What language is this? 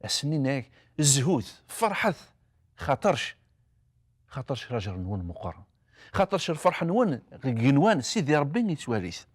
Kabyle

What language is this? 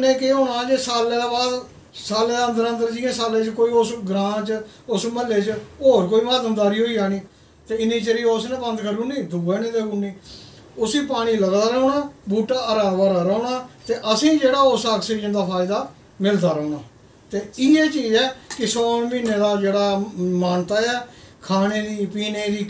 Dogri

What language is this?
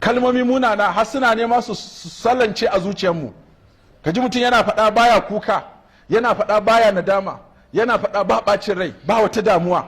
Hausa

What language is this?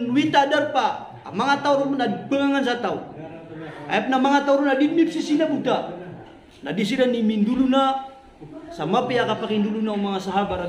Maranao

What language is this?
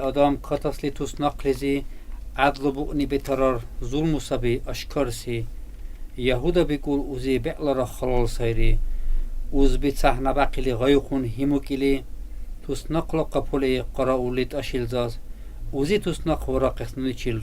Dargwa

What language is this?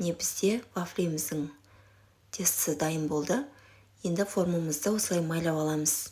Kazakh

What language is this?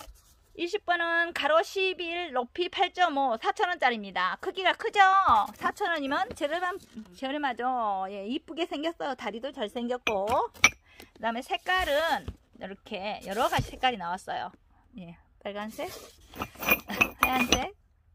Korean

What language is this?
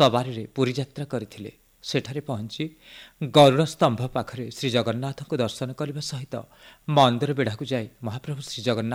Odia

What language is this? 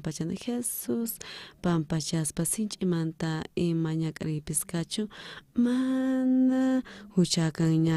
South Bolivian Quechua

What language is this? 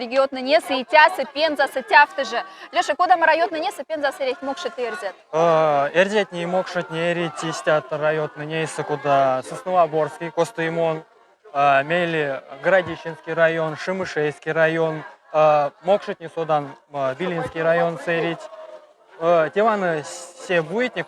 Moksha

